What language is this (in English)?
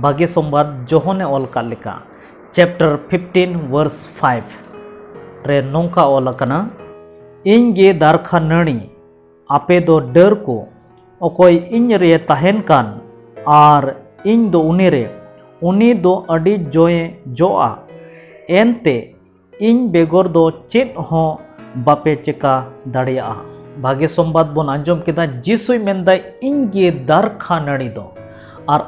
Santali